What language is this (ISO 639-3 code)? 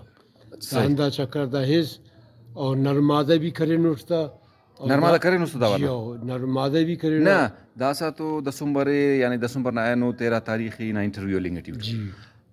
brh